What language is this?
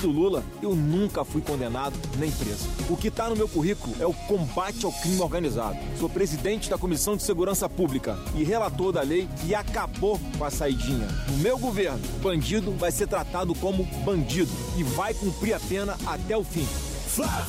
Portuguese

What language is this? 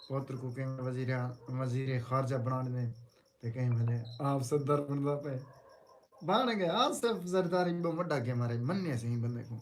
Saraiki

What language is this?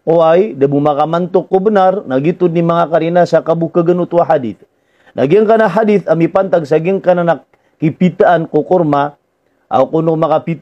Maranao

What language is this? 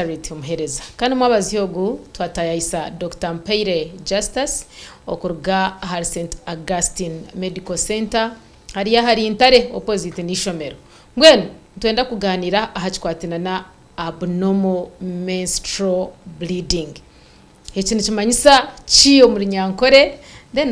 Nyankole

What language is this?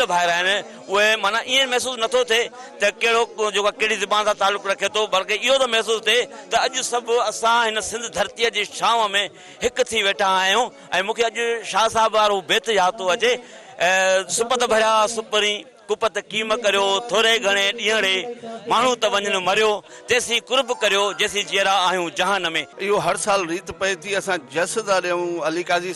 Sindhi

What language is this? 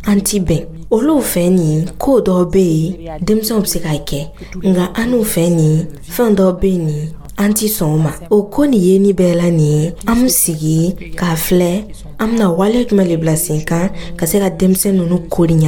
Dyula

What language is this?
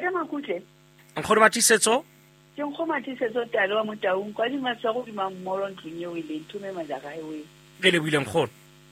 Southern Sotho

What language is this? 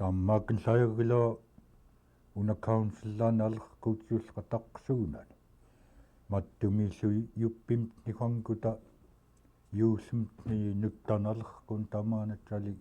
Central Yupik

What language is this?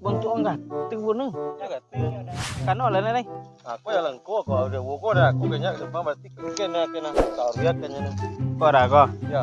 Minangkabau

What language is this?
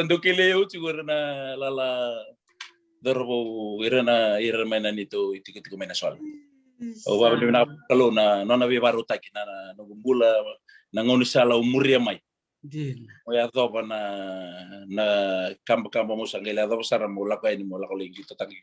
Fijian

